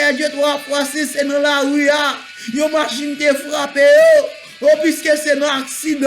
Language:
Haitian Creole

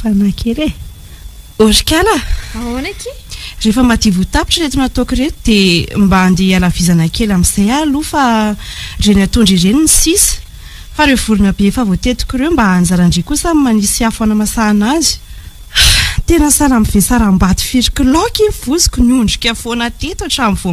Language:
Malagasy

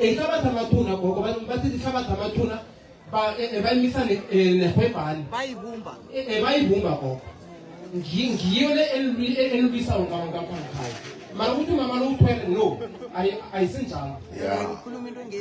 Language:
Northern Sotho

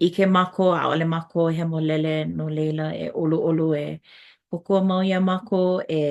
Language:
Hawaiian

